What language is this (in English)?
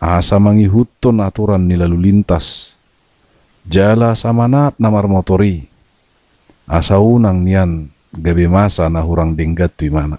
Batak Toba